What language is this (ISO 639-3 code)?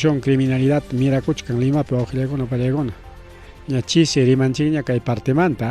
quy